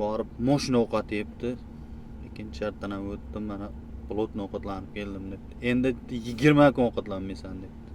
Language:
Uzbek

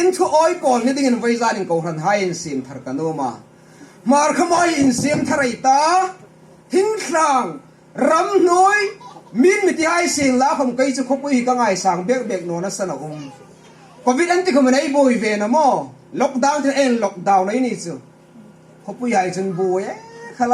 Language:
Hmar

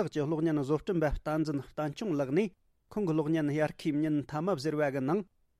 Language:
Tibetan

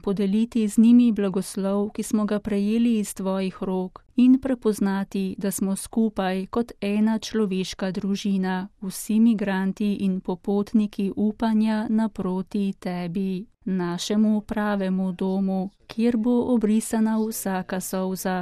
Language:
Slovenian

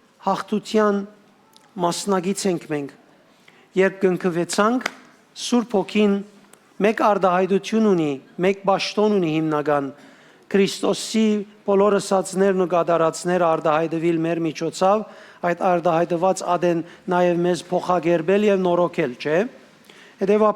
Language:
Western Armenian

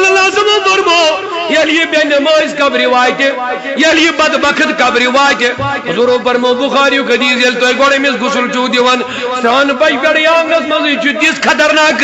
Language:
Kashmiri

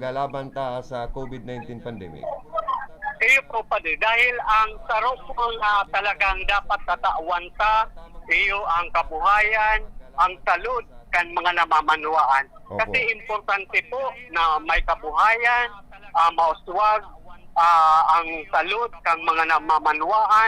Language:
Bikol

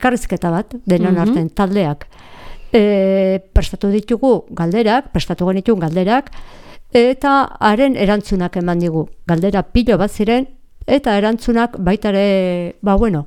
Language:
Basque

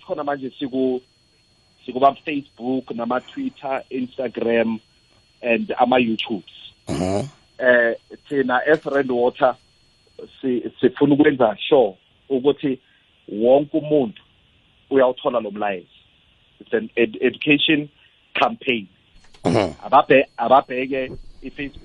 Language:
South Ndebele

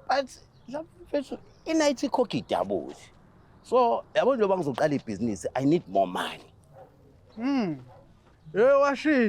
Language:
Zulu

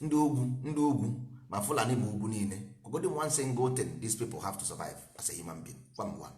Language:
Igbo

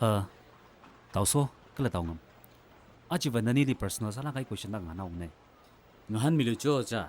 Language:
Tangkhul Naga (India)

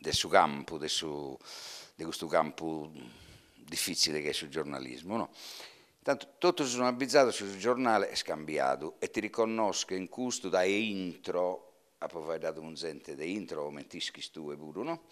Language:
Sardinian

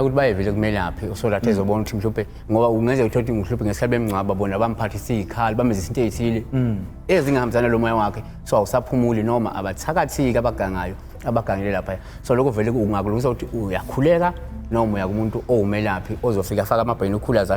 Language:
Zulu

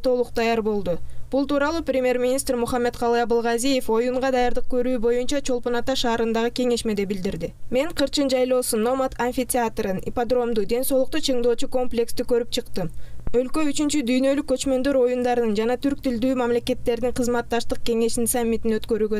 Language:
Kyrgyz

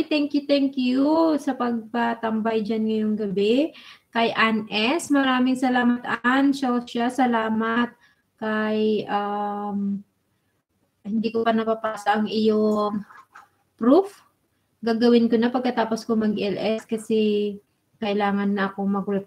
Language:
Filipino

